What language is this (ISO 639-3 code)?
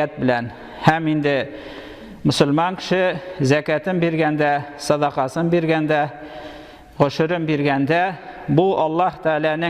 tat